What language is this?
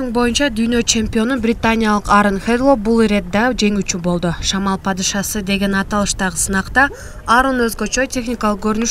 Kyrgyz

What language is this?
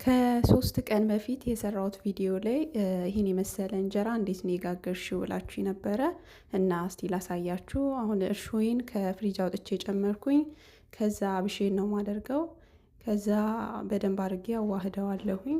Amharic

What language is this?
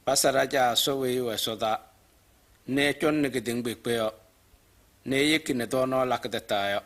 Kabiyè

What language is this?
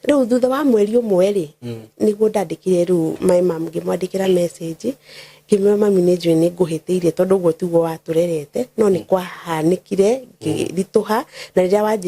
Kikuyu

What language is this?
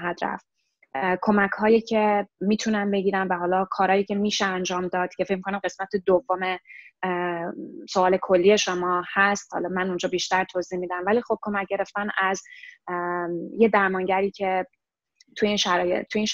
Persian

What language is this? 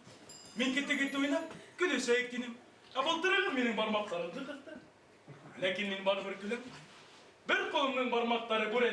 Bashkir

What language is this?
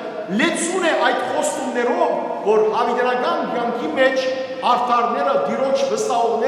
Western Armenian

